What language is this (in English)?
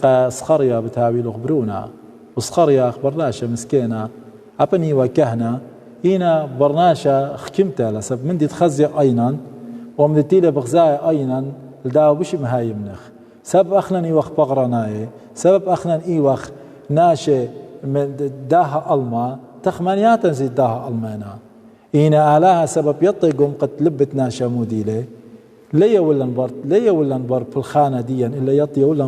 Assyrian Neo-Aramaic